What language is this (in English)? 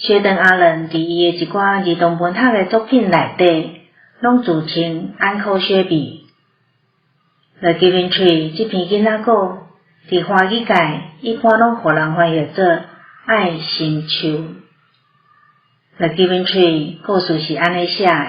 Min Nan Chinese